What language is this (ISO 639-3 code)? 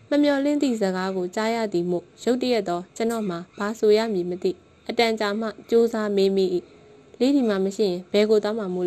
mya